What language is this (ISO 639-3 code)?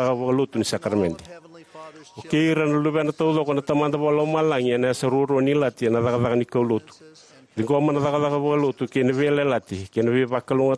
fij